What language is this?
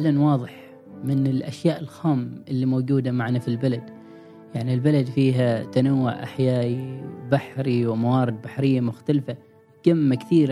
Gulf Arabic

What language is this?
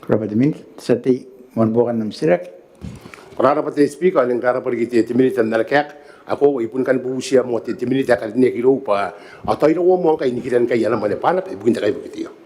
Gilbertese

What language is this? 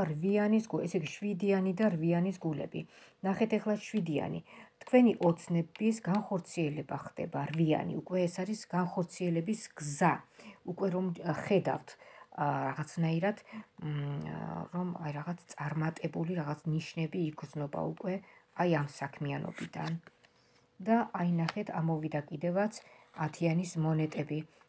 Georgian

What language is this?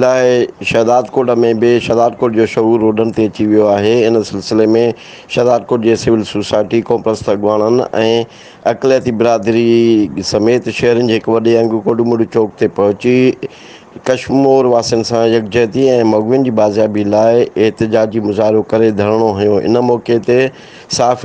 Sindhi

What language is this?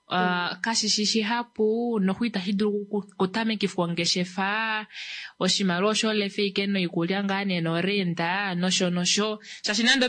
Kuanyama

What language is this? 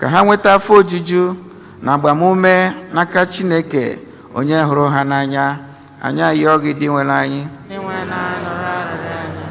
Igbo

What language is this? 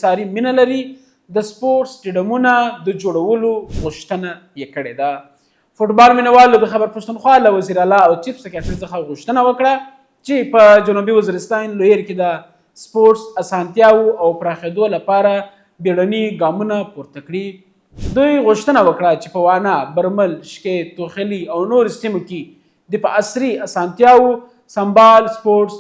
Pashto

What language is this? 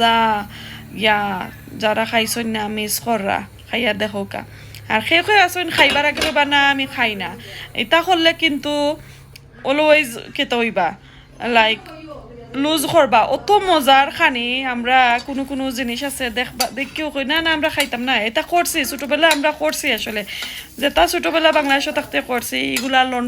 Sylheti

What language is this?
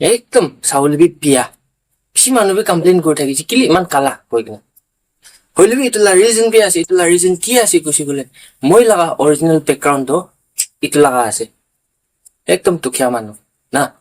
Naga Pidgin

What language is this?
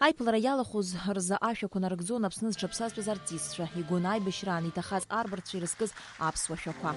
Abkhazian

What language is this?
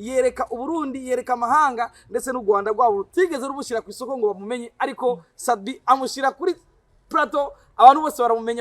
Rundi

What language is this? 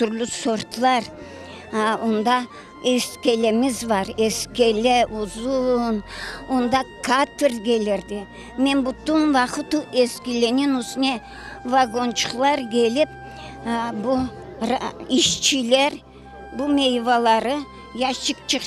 Crimean Tatar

